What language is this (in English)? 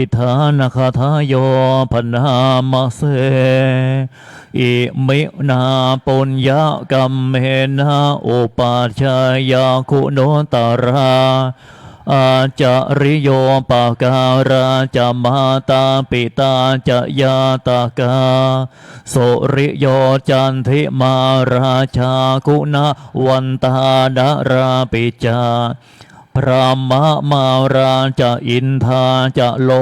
Pali